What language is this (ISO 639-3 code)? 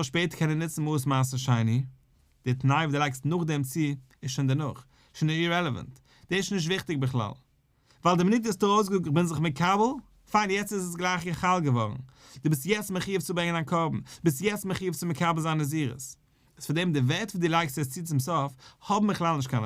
yid